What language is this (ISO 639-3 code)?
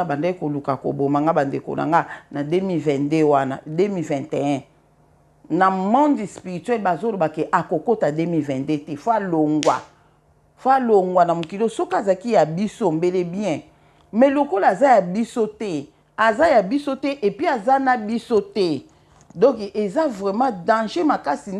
lin